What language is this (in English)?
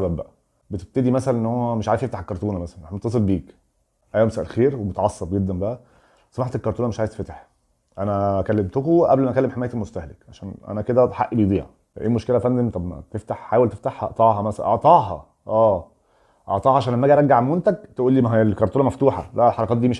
Egyptian Arabic